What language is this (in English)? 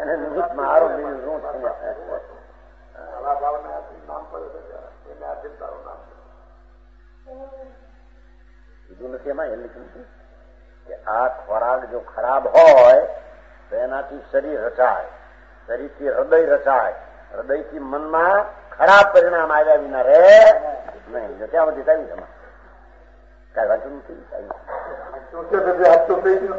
Gujarati